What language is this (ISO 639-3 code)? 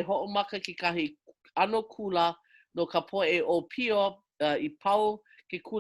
haw